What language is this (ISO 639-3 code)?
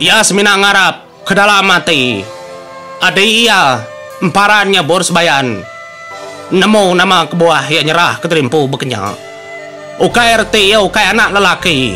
iba